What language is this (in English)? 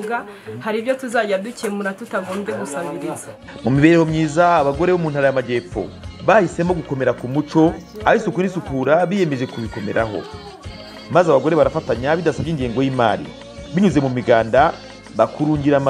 Kinyarwanda